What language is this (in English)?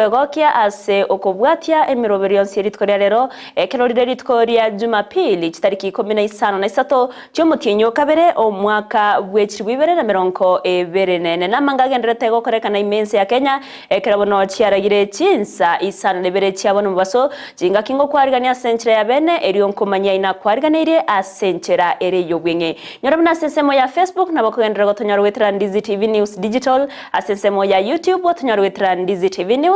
Gusii